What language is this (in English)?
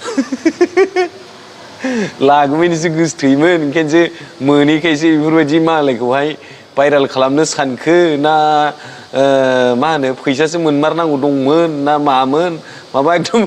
Bodo